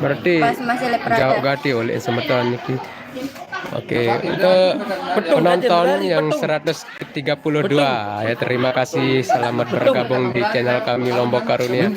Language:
Sasak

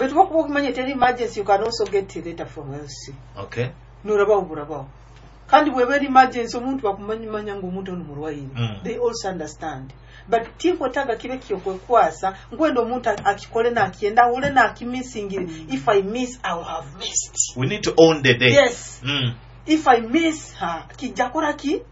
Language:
Nyoro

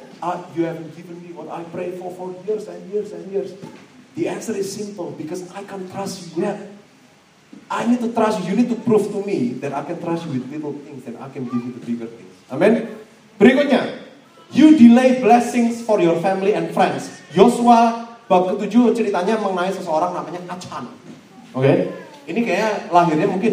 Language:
Indonesian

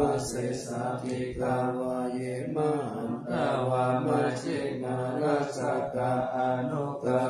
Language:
Pali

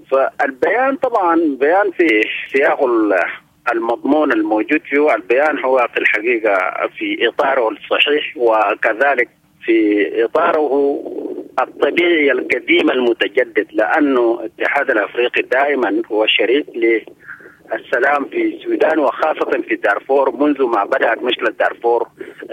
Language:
Sudanese Arabic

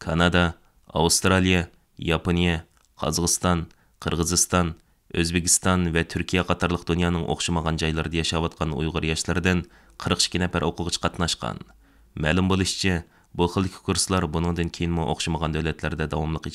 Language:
Uyghur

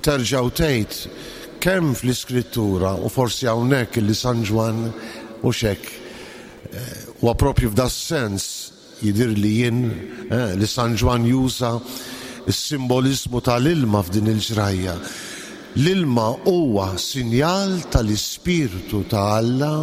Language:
Maltese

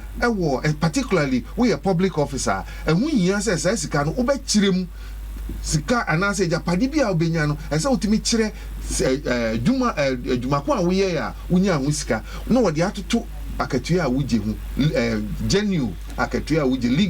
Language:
Akan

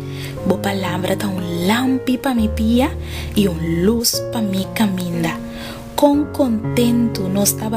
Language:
Papiamento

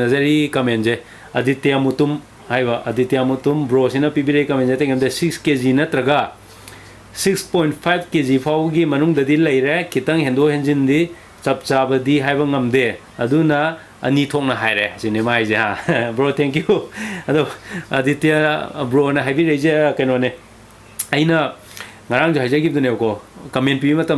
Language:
Manipuri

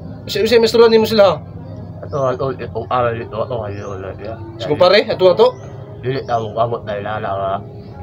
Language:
Cebuano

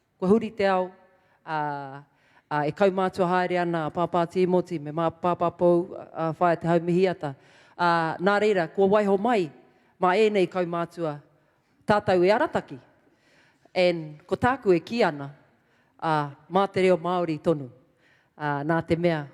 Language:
Māori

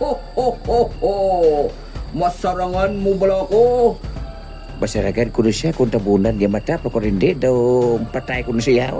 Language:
Hiligaynon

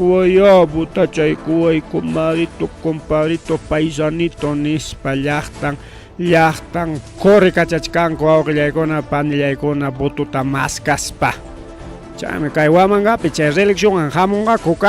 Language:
Ayacucho Quechua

